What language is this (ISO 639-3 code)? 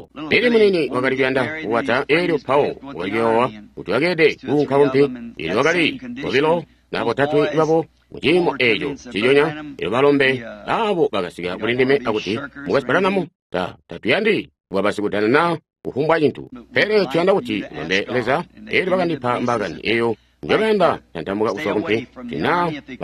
toi